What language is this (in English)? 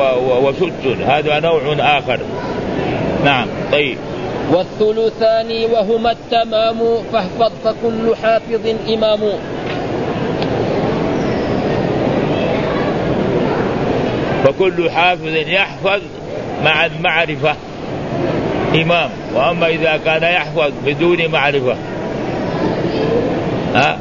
Arabic